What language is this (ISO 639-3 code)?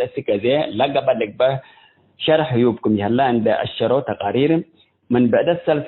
tig